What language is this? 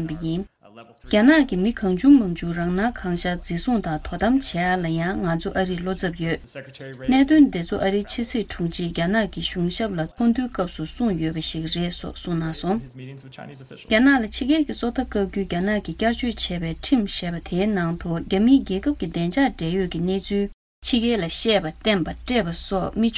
Tibetan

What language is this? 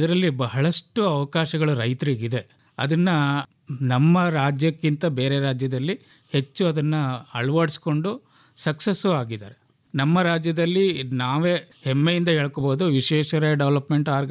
Kannada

